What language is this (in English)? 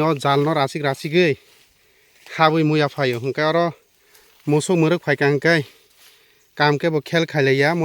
Kok Borok